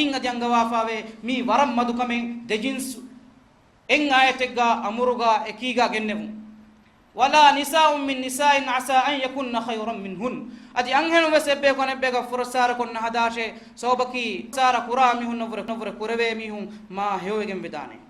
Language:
Divehi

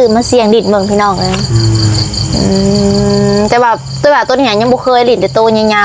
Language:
Lao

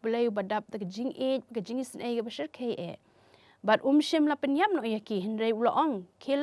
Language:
Khasi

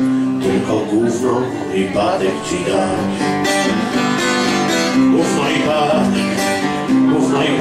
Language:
Polish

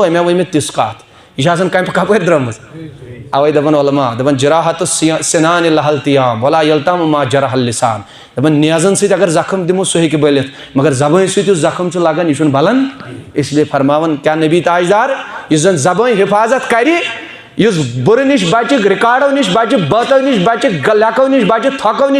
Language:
Kashmiri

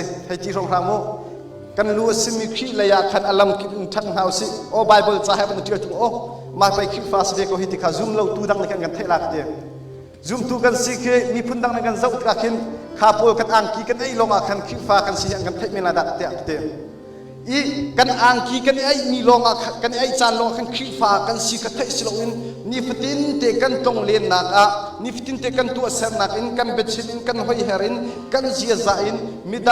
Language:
Hakha Chin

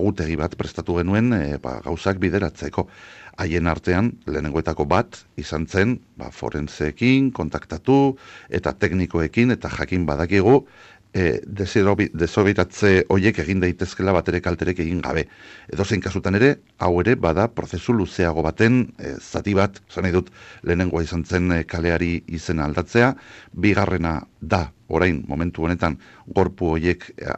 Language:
Basque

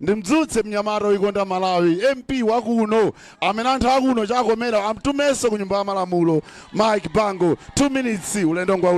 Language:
Nyanja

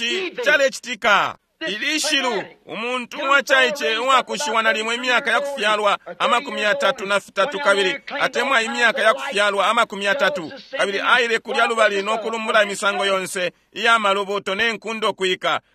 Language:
Bemba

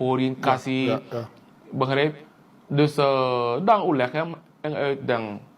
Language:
Sranan Tongo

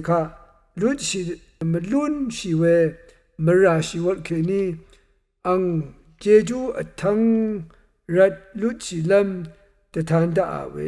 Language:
Rawang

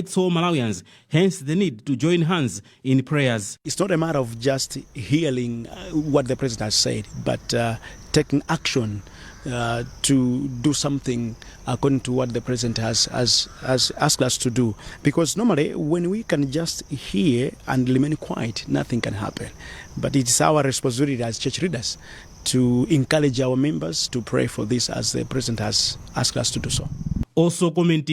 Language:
English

